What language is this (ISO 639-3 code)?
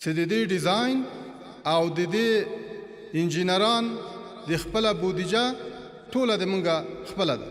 pus